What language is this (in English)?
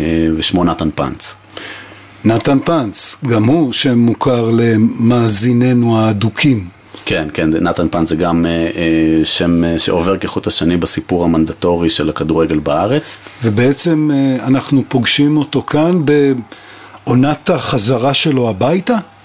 Hebrew